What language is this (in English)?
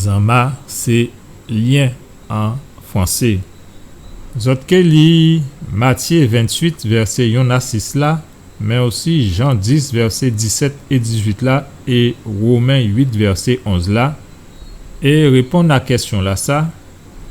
Guadeloupean Creole French